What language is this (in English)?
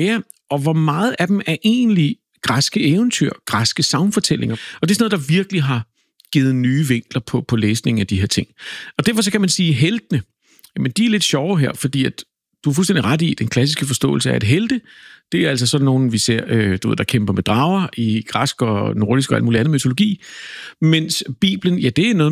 Danish